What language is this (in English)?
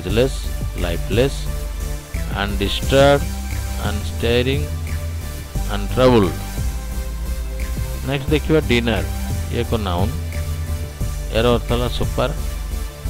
Odia